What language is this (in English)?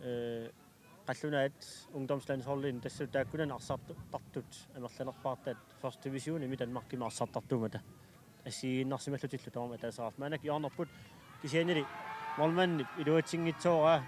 Kalaallisut